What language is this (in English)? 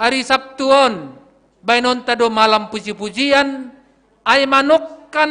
Batak Simalungun